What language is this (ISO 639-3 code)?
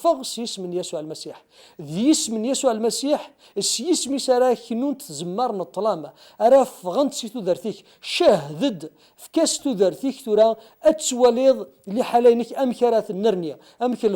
kab